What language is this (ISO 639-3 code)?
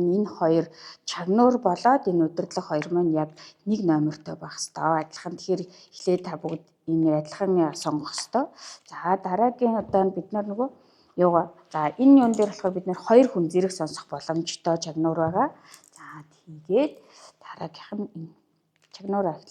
mon